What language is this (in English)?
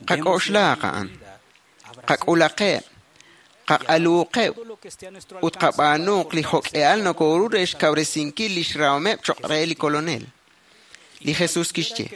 Kekchí